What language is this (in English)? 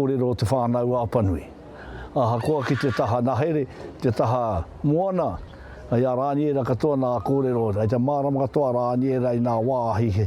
Māori